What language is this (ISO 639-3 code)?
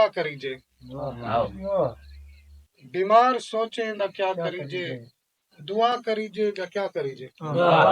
skr